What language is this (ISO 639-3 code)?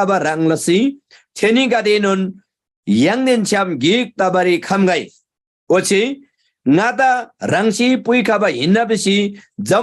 taj